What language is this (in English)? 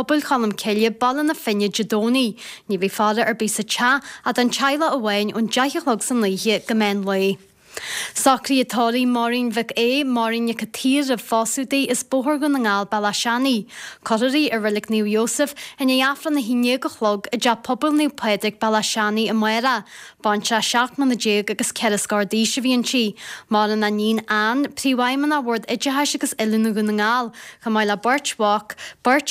Irish